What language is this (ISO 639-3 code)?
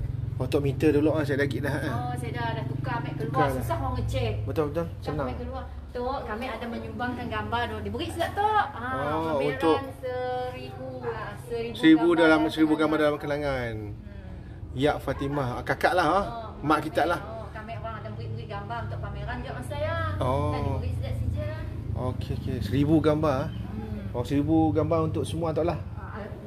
msa